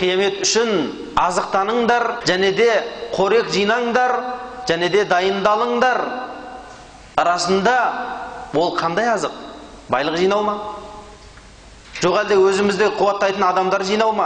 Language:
Kazakh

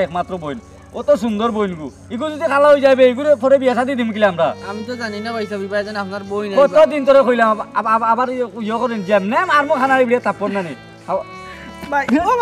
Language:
Sylheti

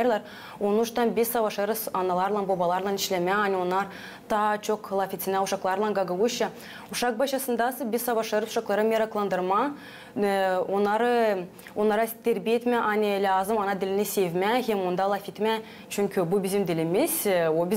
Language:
Gagauz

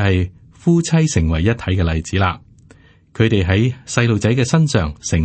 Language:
Cantonese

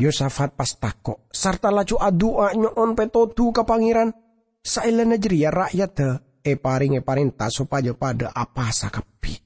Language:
Madurese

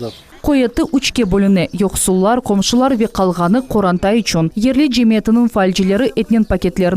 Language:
Crimean Tatar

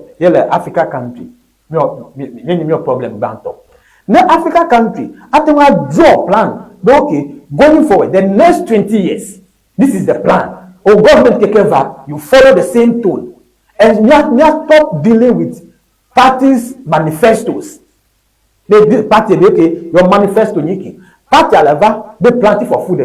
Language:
Ewe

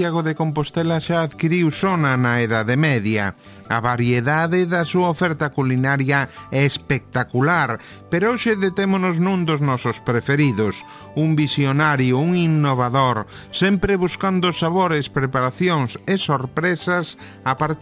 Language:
Galician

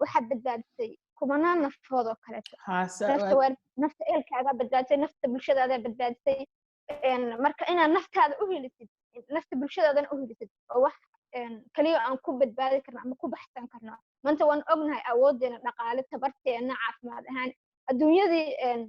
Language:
Somali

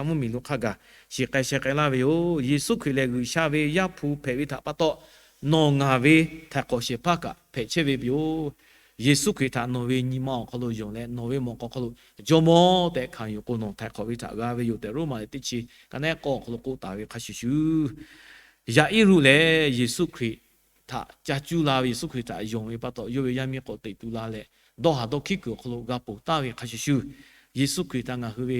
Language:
Lahu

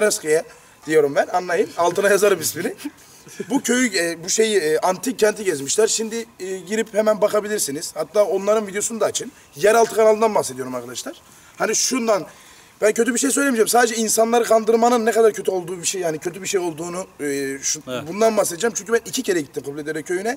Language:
Turkish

